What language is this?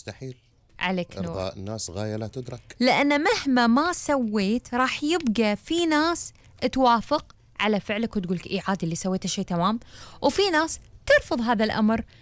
Gulf Arabic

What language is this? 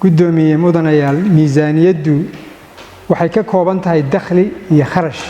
Somali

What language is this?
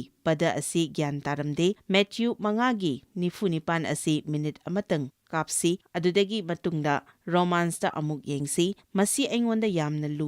Manipuri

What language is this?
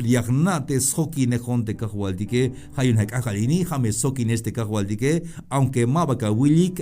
Tzeltal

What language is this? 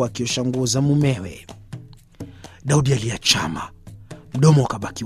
Swahili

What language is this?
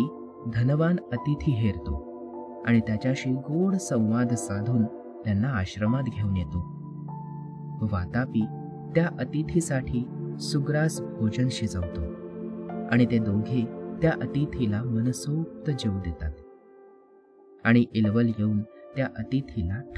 Marathi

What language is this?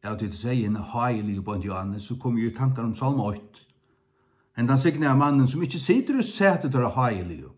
Faroese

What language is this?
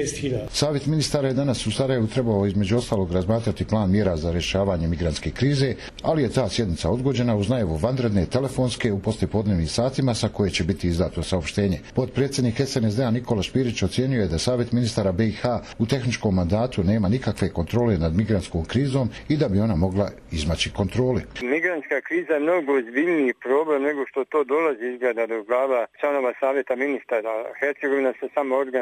Bosnian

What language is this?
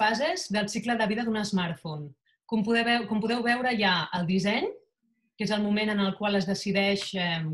Catalan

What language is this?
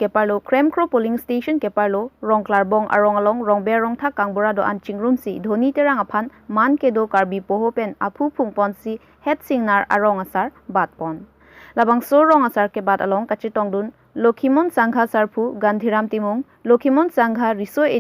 Karbi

